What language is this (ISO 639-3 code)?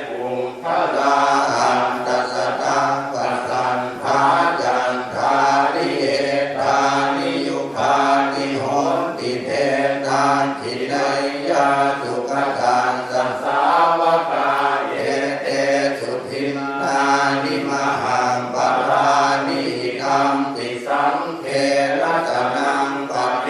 pli